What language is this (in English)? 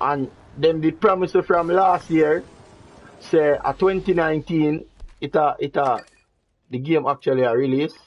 Jamaican Creole English